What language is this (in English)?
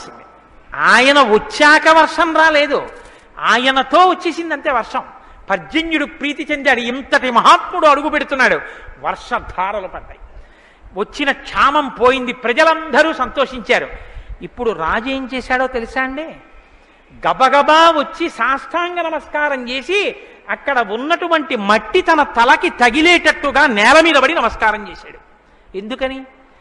Telugu